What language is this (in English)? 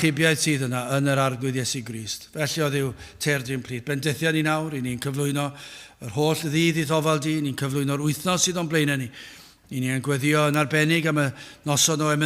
Welsh